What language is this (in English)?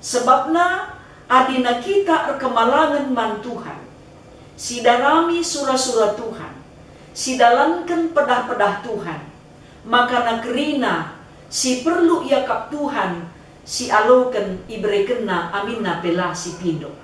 Batak Karo